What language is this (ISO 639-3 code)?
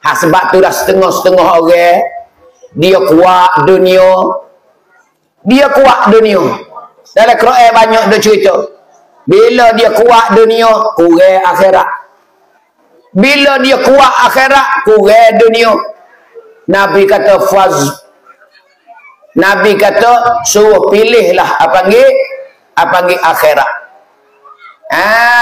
msa